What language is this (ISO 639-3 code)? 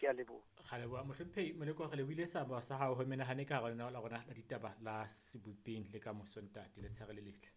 sot